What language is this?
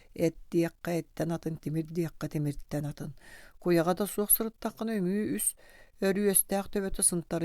Yakut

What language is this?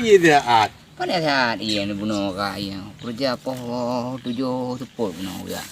Achinese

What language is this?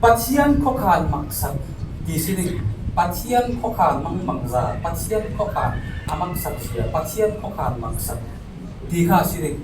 Falam Chin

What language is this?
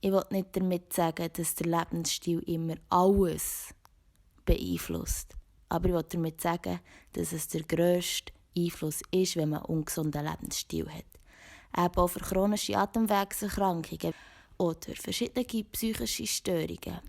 Swiss German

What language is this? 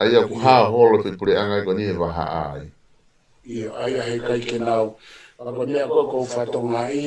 Tongan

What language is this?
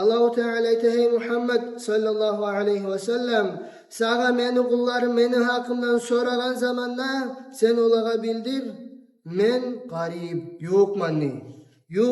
Kumyk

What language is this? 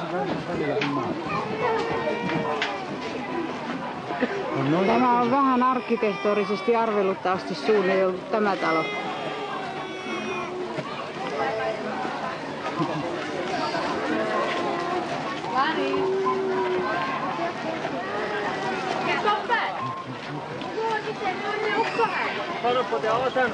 Finnish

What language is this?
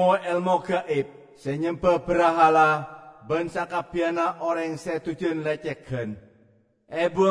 Madurese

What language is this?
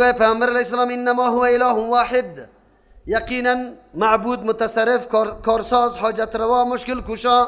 Persian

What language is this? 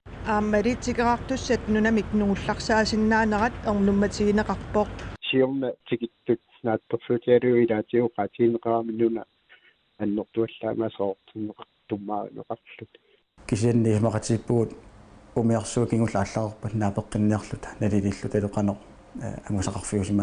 Kalaallisut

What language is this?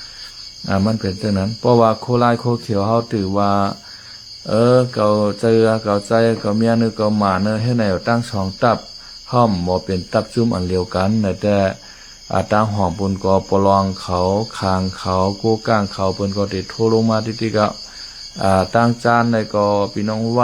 Shan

